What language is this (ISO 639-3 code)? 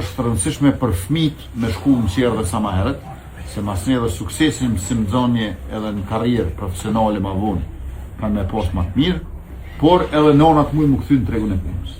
sqi